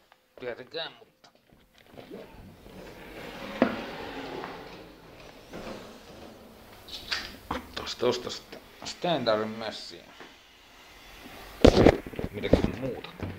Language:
Finnish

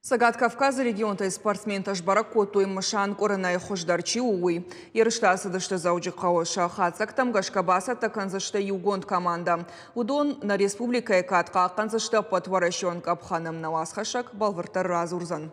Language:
Ossetic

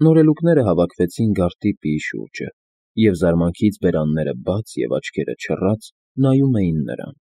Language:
Armenian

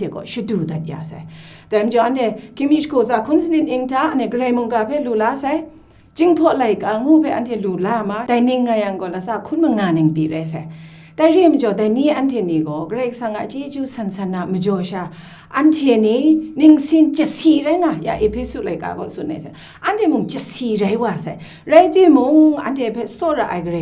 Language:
Kachin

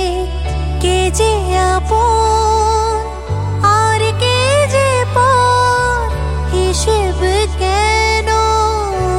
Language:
Bangla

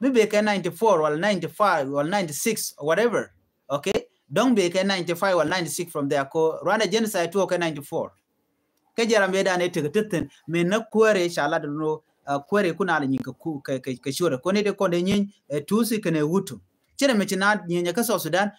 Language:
Nuer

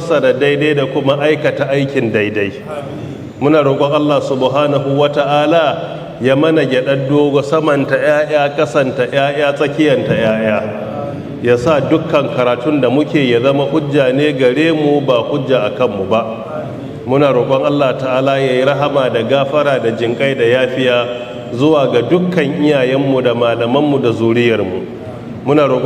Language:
Hausa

